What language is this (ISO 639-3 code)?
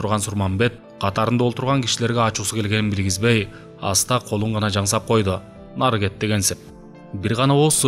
kir